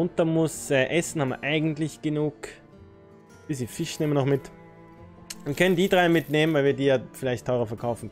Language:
German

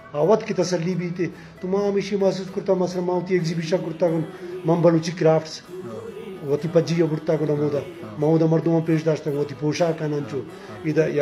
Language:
Eastern Balochi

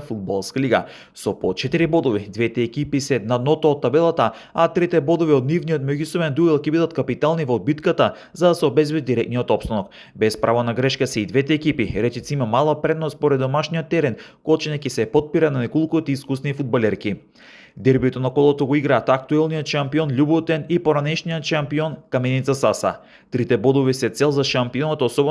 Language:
Macedonian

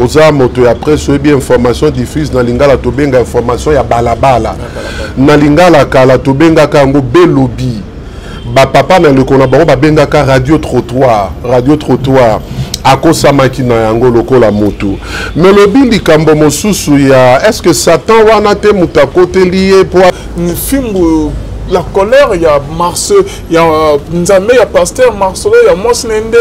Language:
Lingala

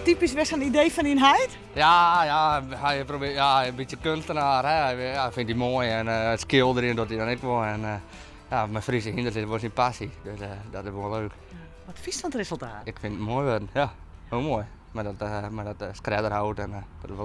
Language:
Western Frisian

